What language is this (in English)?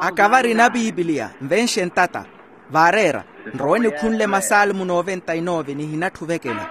Makhuwa